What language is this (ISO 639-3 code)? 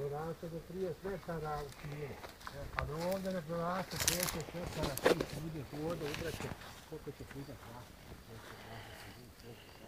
bos